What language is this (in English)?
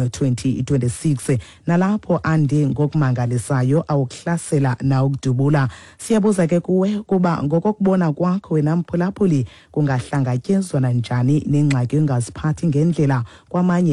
Xhosa